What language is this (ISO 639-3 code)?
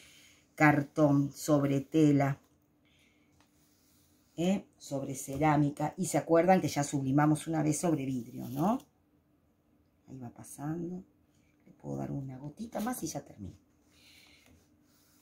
spa